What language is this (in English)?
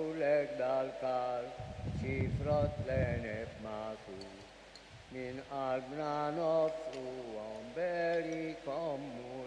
Maltese